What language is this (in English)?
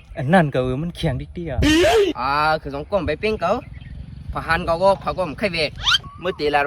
Shan